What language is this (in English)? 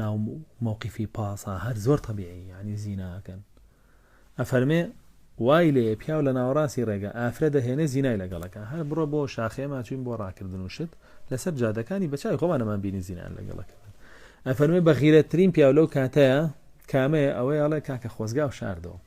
Central Kurdish